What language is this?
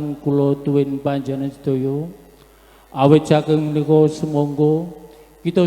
Javanese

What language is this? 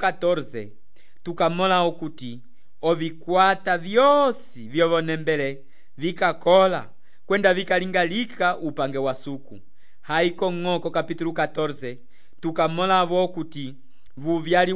Umbundu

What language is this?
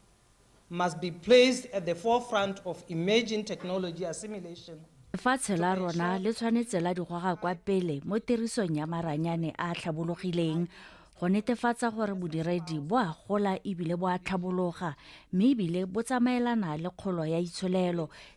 Tswana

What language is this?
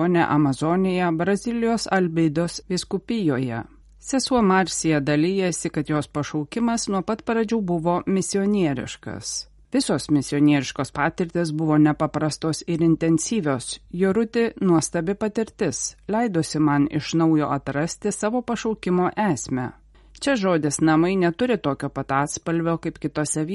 Lithuanian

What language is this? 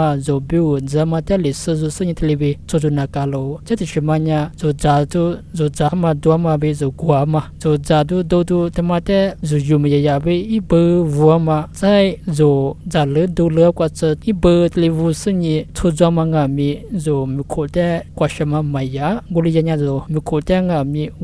Lisu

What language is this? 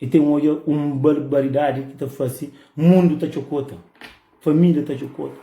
Kabuverdianu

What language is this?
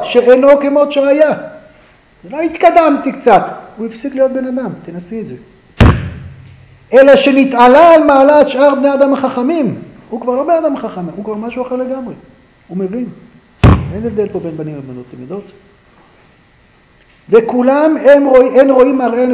Hebrew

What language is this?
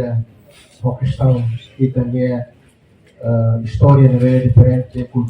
Tetum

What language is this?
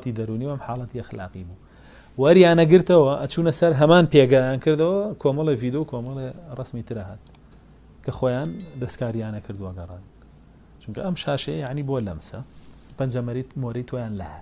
Central Kurdish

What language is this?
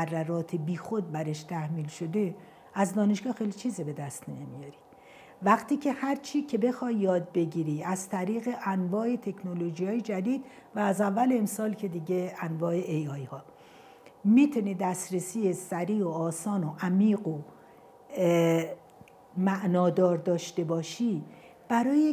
Persian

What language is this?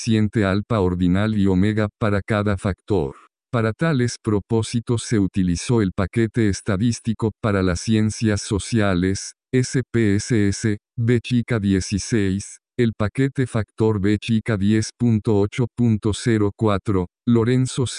Spanish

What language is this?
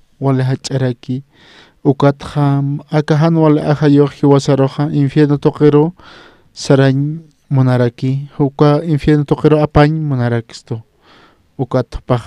Aymara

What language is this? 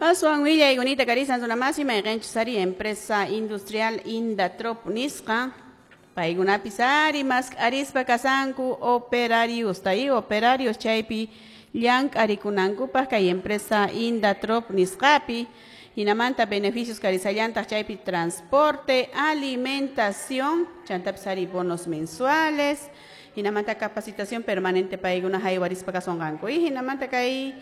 Quechua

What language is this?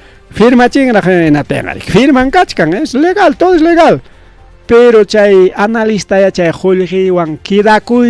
Ayacucho Quechua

